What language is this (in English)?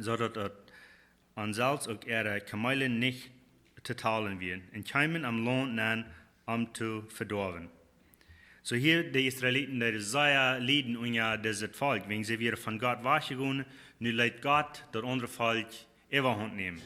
Plautdietsch